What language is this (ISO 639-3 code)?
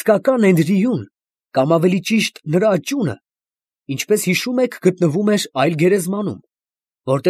hye